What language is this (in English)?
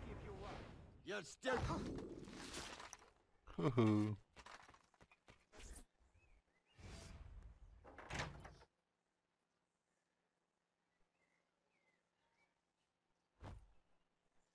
Romanian